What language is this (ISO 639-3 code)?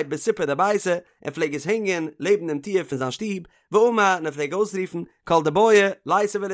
yid